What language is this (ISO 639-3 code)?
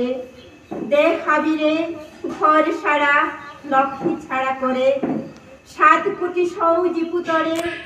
bpy